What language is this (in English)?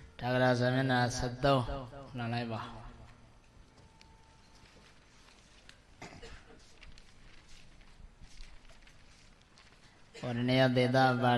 Burmese